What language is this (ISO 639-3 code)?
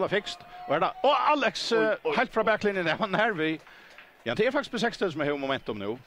fao